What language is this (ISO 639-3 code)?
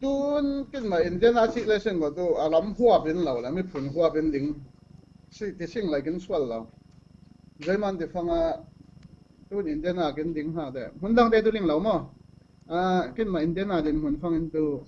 cfm